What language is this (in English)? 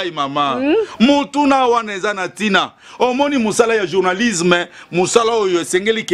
Lingala